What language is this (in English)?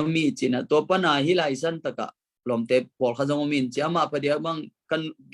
Tedim Chin